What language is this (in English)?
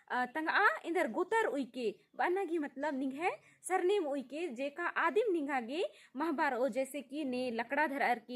Kurukh